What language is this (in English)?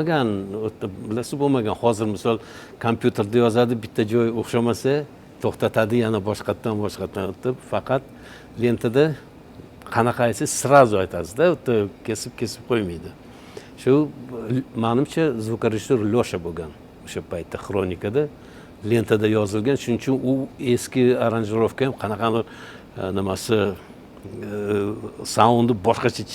Uzbek